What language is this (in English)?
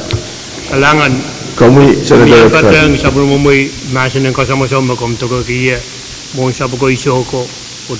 Pohnpeian